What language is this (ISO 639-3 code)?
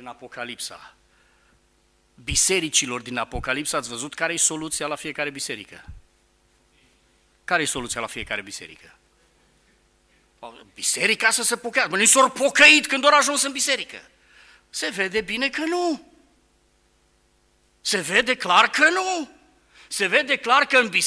ron